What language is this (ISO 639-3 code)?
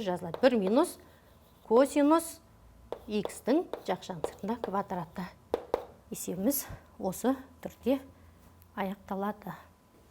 kaz